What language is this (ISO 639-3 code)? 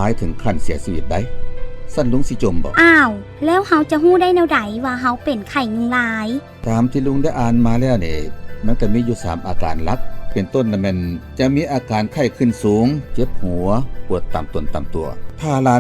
lao